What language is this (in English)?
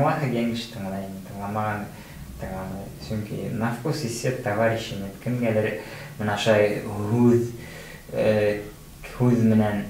Bashkir